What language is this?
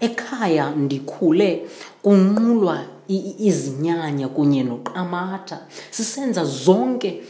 Xhosa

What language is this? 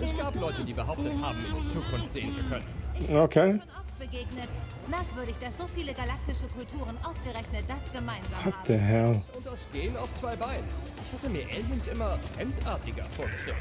Swiss German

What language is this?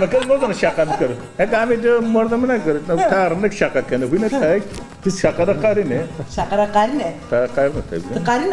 Zaza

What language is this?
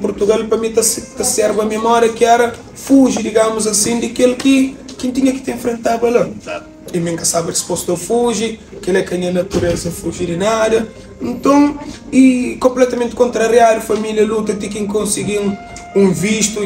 Kabuverdianu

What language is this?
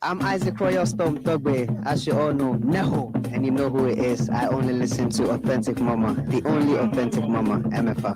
Ewe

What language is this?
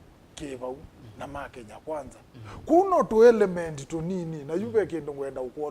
Kamba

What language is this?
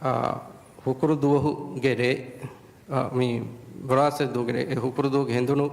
Divehi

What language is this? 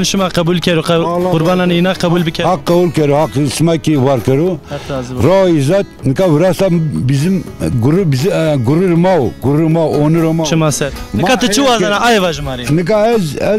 Zaza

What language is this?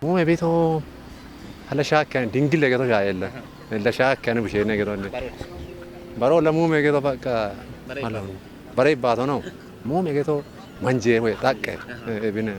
Kafa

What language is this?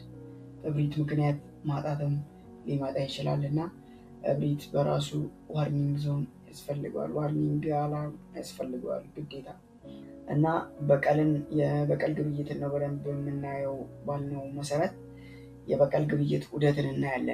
Amharic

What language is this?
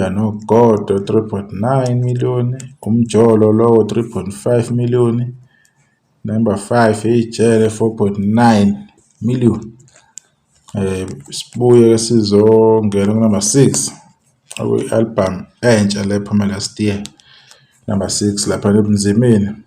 Zulu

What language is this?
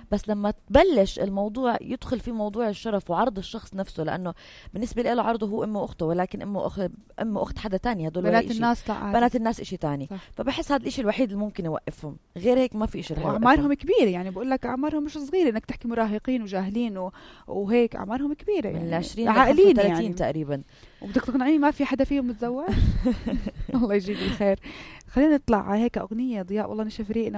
North Levantine Arabic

